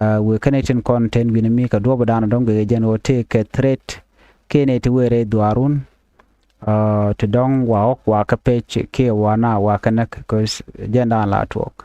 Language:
Nuer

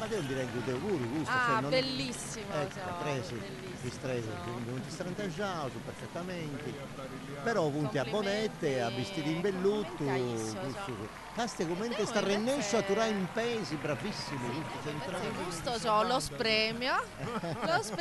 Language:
Sardinian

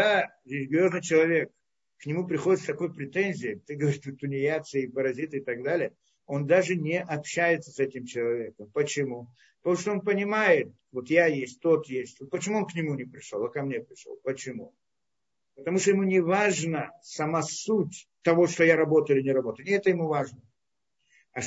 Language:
Russian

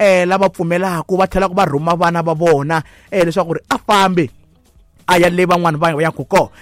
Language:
Tsonga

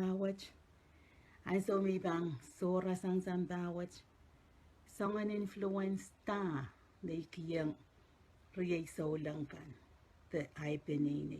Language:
Pohnpeian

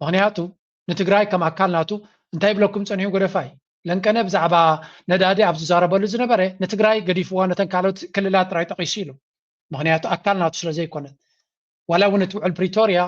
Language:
Tigrinya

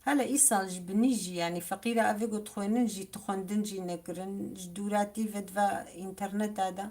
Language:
Kurdish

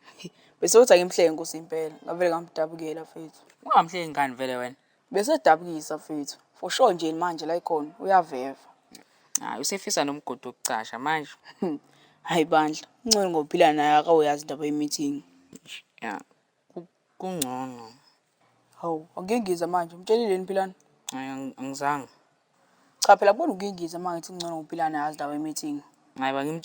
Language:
Zulu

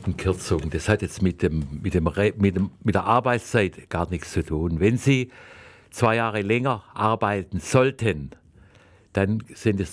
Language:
German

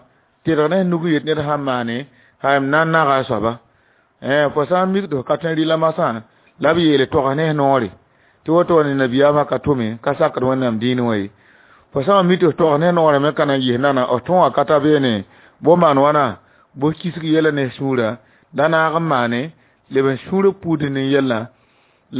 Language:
Mossi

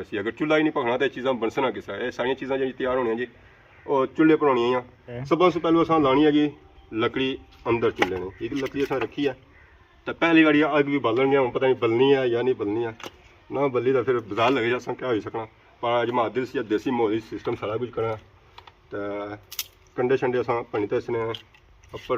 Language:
Pahari-Potwari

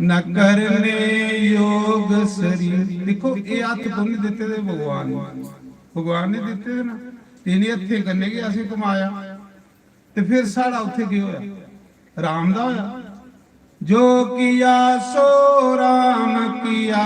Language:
Dogri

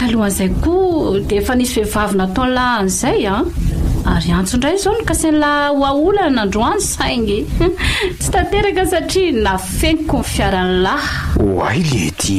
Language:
Malagasy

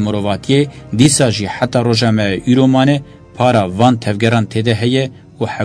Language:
Kurdish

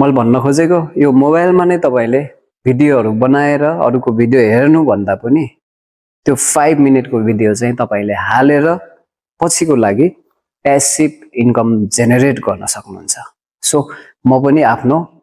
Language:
Nepali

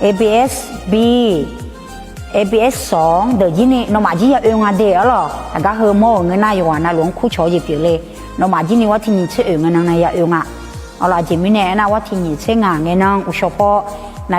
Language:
Akha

